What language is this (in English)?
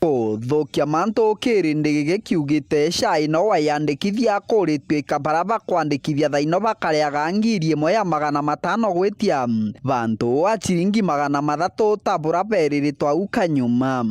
Meru